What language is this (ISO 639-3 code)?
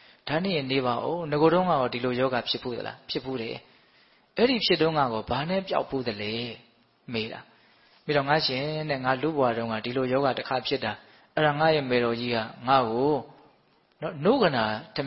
mya